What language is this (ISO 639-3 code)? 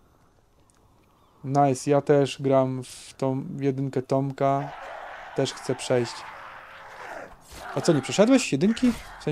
pol